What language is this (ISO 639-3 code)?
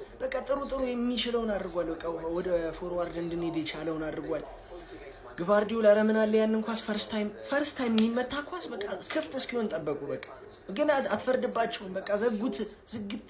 amh